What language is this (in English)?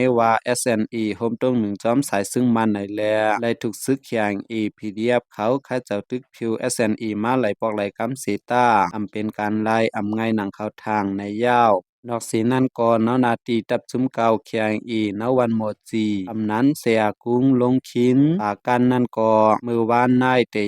Shan